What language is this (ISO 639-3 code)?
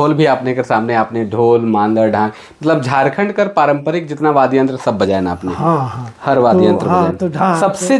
sck